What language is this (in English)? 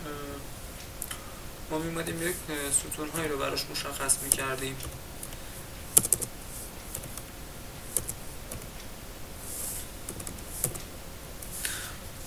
Persian